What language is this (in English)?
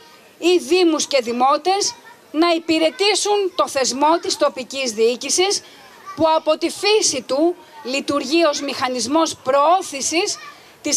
Greek